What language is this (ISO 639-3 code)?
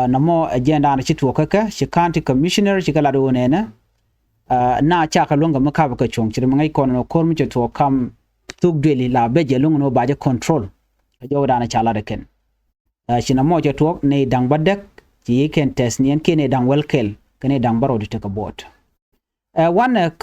nus